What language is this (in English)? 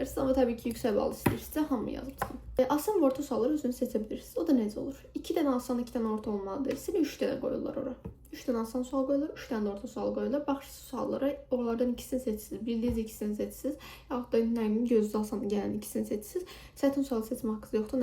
Azerbaijani